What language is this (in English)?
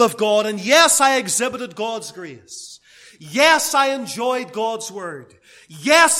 English